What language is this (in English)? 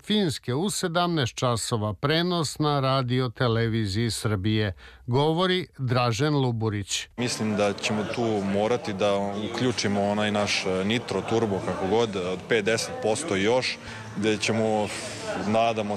Serbian